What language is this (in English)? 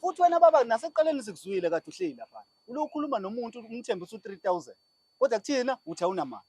Zulu